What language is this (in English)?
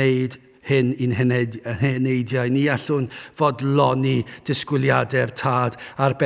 Welsh